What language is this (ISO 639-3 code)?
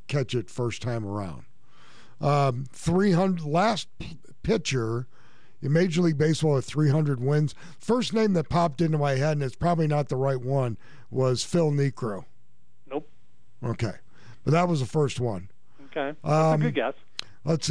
eng